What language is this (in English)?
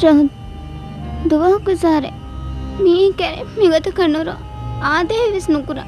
Divehi